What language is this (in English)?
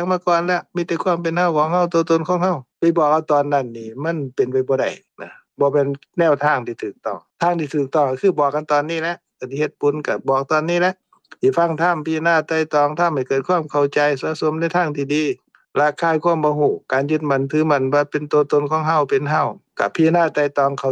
Lao